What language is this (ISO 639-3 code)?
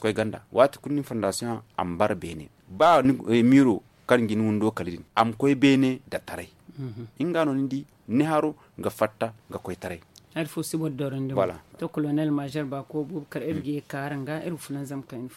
dje